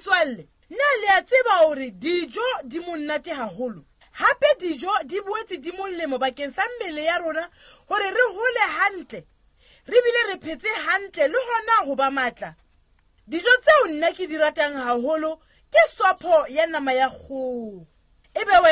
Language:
Southern Sotho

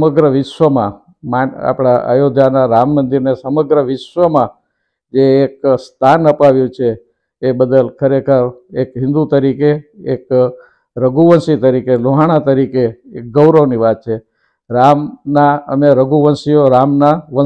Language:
Gujarati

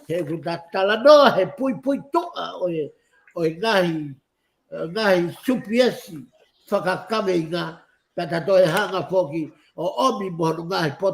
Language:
Tongan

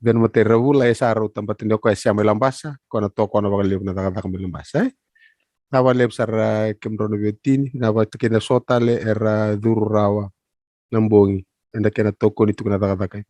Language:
Fijian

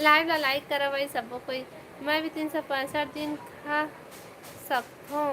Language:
Chhattisgarhi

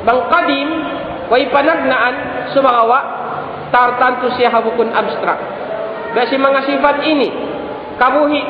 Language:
Tausug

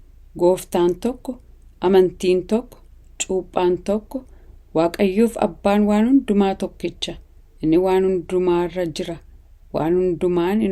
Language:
Oromo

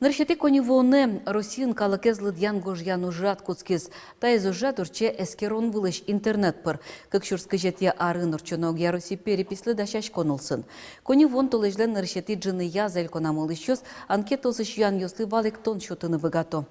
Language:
Udmurt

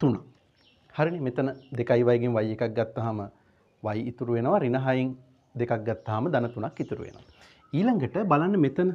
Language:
Sinhala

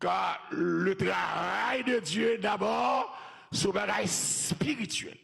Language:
Haitian Creole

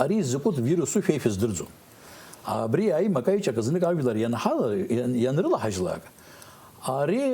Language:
Abkhazian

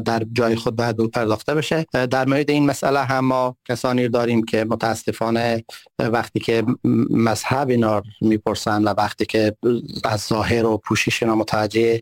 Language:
Persian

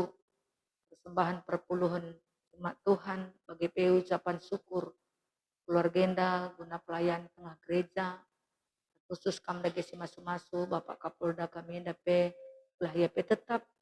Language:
Batak Karo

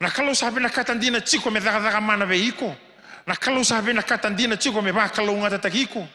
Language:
Fijian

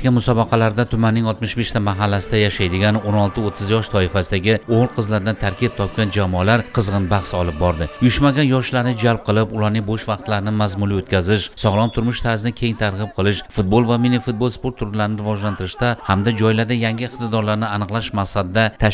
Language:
Uzbek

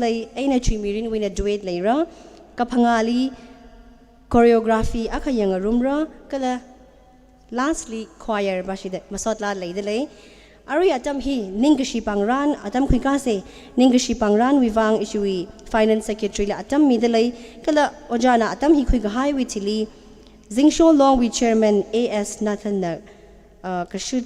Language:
Tangkhul Naga (India)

